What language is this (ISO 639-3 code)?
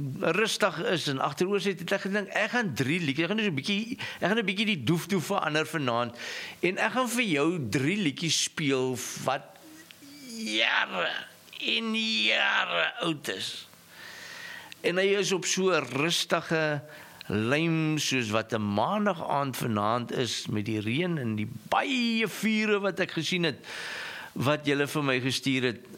afr